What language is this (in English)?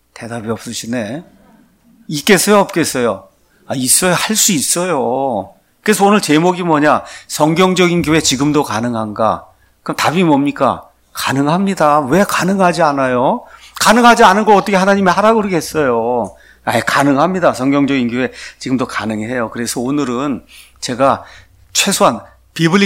Korean